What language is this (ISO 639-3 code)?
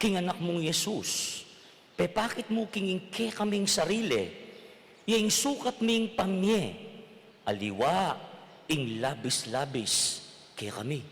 pam